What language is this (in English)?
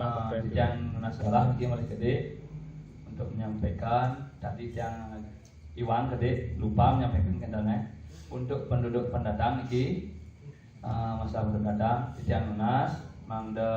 Balinese